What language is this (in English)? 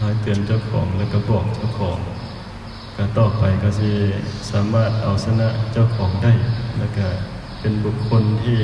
Northeastern Thai